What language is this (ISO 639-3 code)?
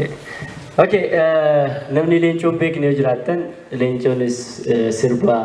orm